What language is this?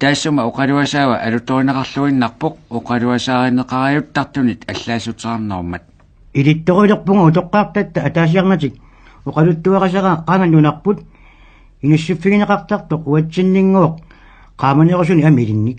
Kalaallisut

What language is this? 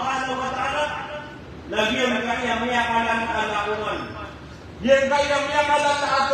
Maranao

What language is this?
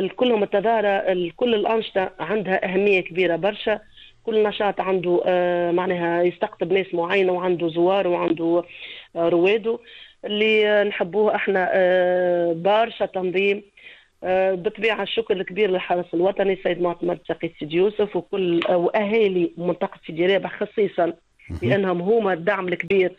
Tunisian Arabic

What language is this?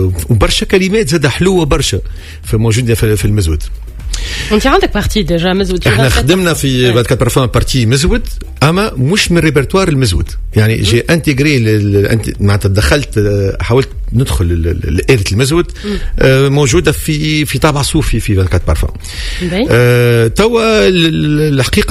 Tunisian Arabic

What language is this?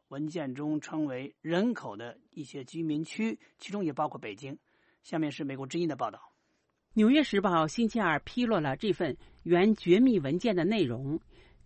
Chinese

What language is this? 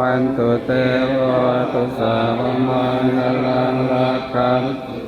Pali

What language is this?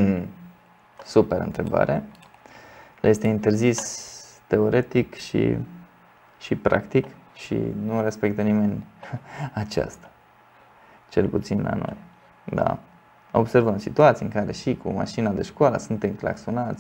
Romanian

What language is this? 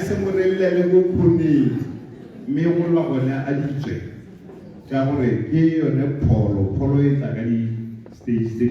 Tswana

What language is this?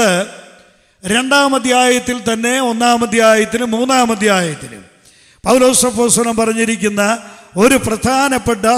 Malayalam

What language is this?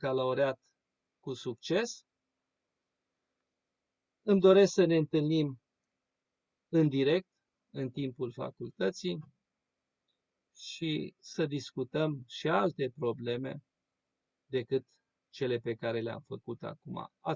Romanian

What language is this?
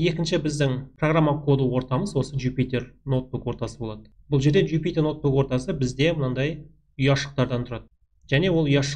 Kazakh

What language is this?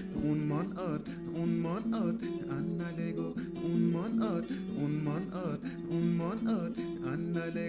Acoli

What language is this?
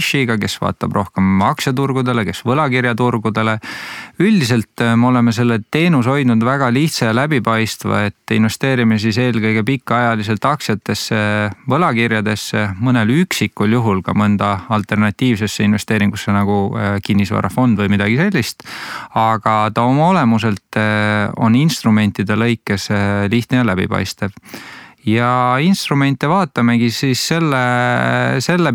Estonian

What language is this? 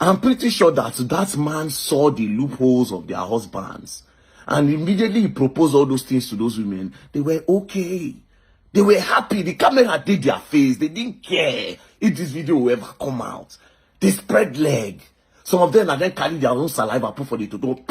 Nigerian Pidgin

